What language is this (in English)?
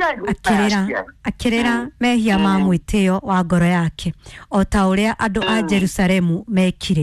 Kikuyu